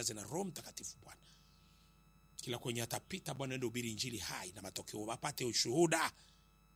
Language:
Swahili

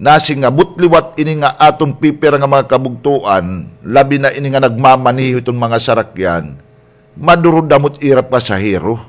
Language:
Waray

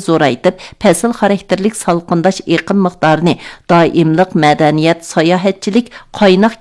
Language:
Uyghur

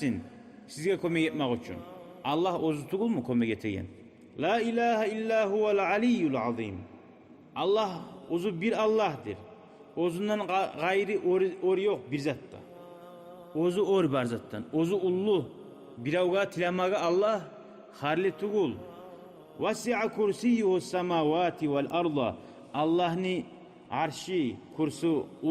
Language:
Kumyk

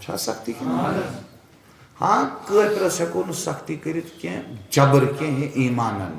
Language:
Kashmiri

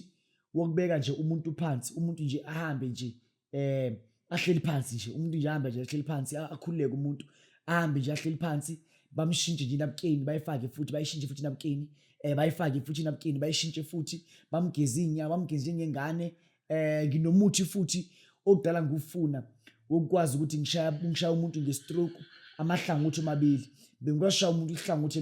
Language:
Zulu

